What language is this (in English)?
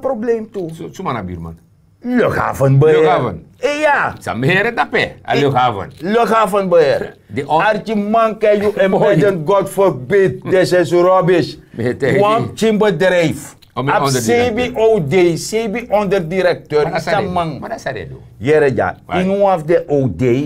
Sranan Tongo